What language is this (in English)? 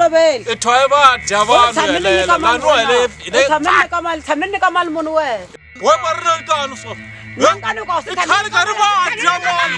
Tsonga